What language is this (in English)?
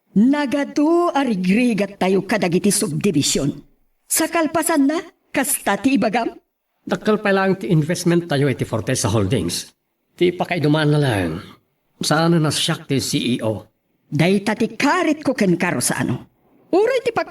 Iloko